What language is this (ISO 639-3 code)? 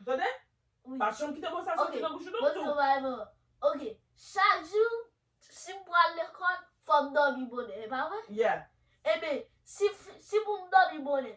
hat